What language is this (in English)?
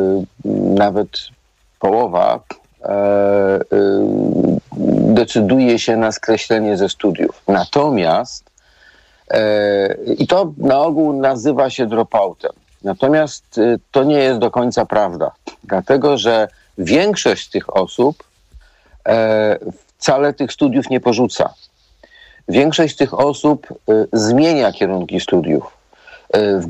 Polish